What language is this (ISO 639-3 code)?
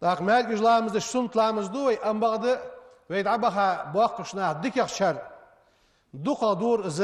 inh